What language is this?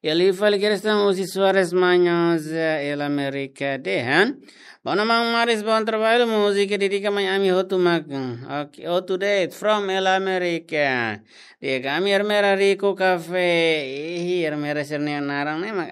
Tetum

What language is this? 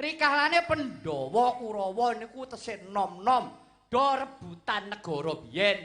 Javanese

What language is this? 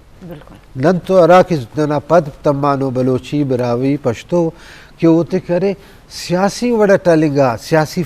Eastern Balochi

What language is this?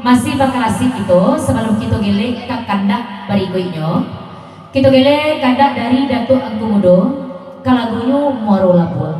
Minangkabau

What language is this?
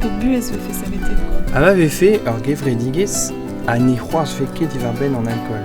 Breton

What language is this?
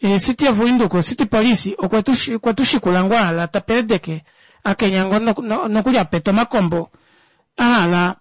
Kuanyama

